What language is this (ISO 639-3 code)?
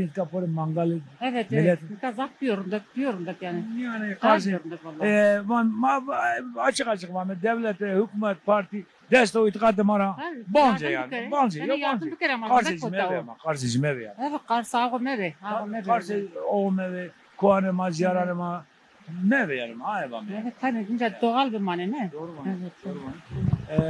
zza